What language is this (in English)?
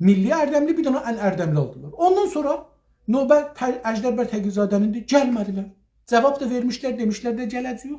South Azerbaijani